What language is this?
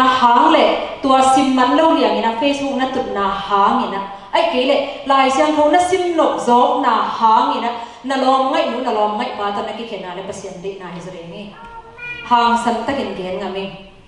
Tedim Chin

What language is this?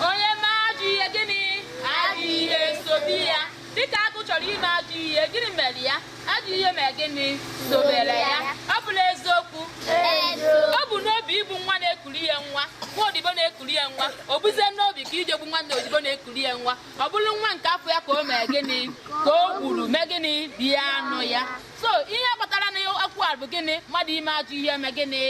Igbo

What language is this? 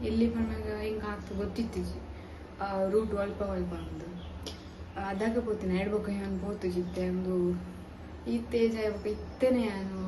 Tulu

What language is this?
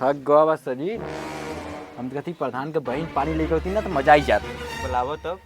Awadhi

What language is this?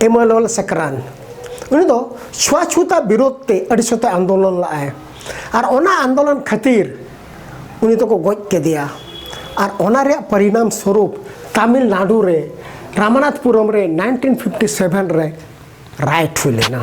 Santali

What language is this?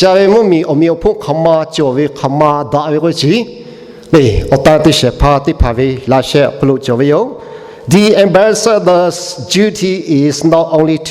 Lahu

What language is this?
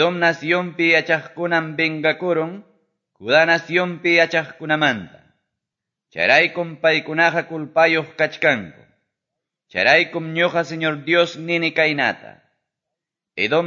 Quechua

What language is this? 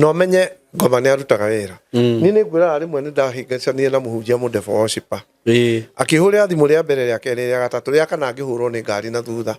Kikuyu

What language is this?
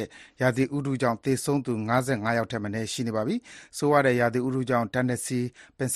Burmese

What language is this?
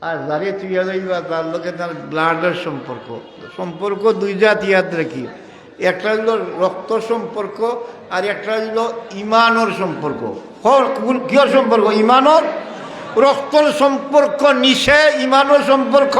Sylheti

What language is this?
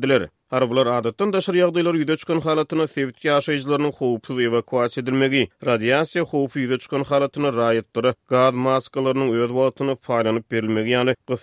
Turkmen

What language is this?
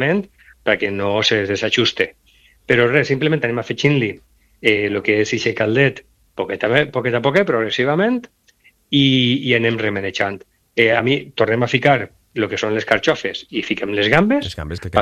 Catalan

